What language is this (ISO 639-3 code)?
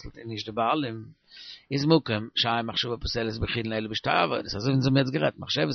yid